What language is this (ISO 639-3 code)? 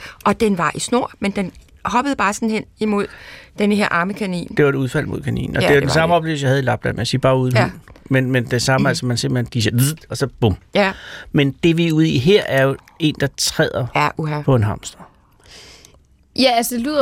dan